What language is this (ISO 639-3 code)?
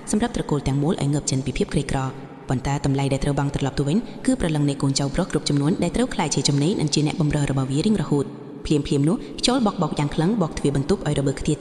khm